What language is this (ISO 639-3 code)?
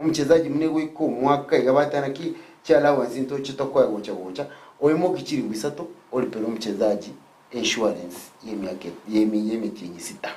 guz